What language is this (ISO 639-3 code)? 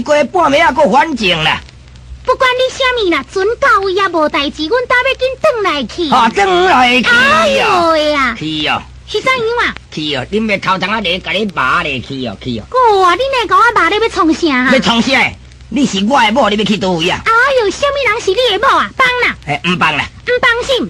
nan